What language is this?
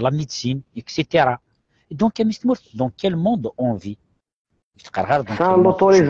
Kabyle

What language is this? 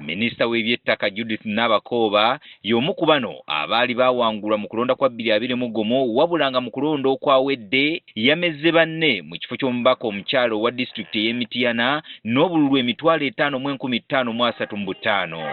Ganda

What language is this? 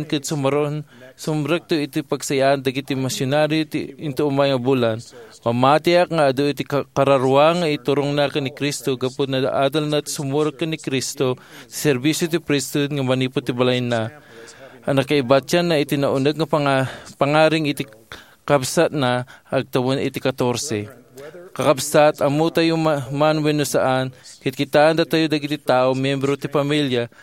Iloko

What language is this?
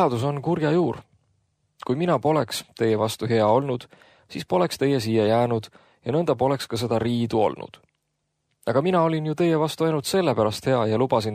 Estonian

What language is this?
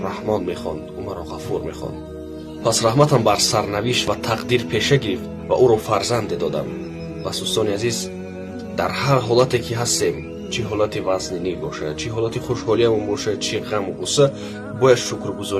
Tajik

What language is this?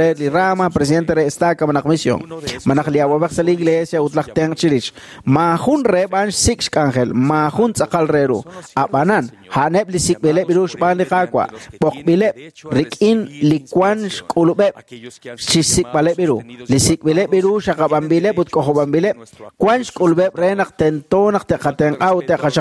Kekchí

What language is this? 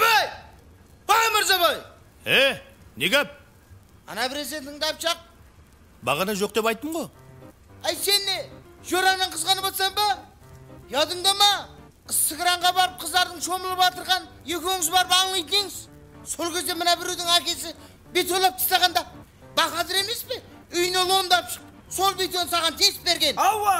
Kara-Kalpak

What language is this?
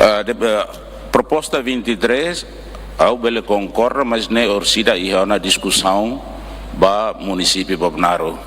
Tetum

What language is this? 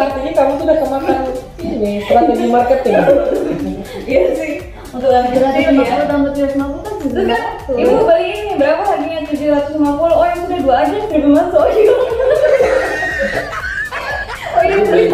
Indonesian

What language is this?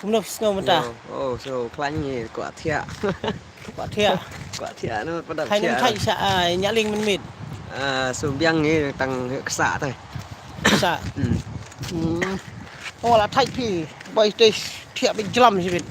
Khasi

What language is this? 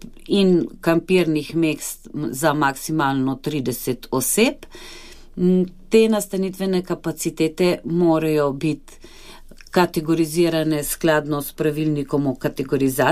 Slovenian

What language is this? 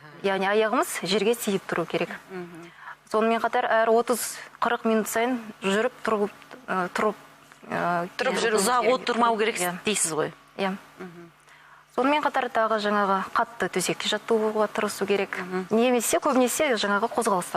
Kazakh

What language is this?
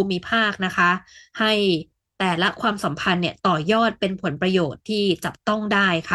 Thai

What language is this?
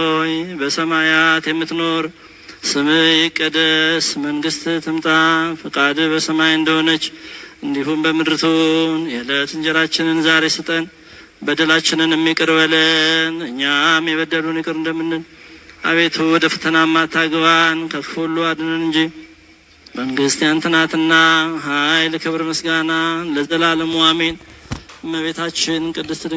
Amharic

